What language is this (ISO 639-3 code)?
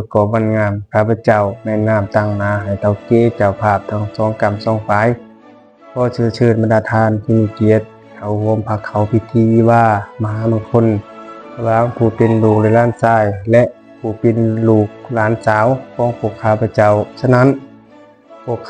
lao